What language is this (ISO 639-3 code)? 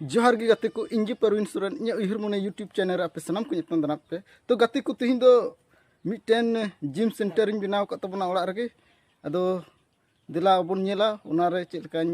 sat